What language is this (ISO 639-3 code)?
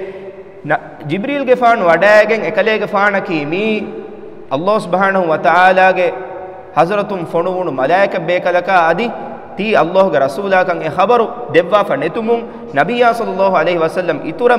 div